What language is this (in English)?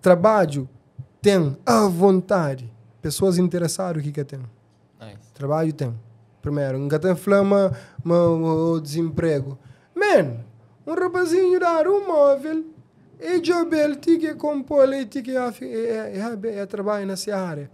Kabuverdianu